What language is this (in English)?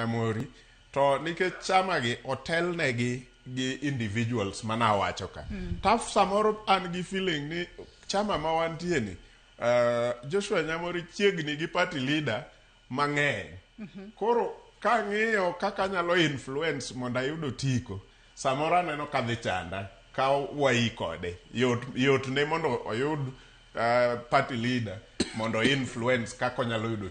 Luo (Kenya and Tanzania)